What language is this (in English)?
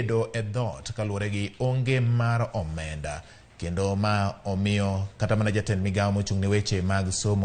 Luo (Kenya and Tanzania)